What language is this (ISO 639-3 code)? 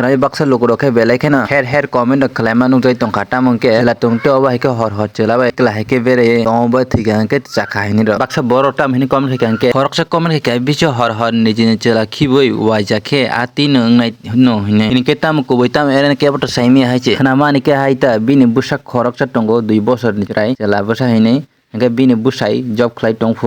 trp